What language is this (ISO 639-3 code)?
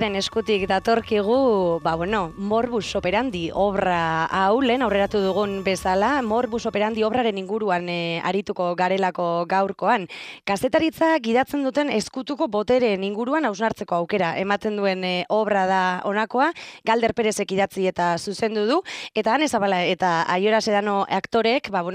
eus